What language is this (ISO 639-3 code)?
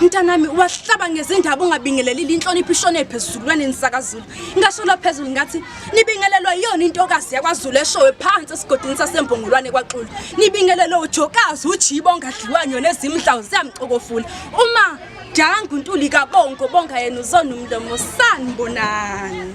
zul